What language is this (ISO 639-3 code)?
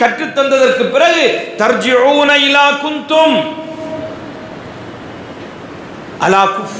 tam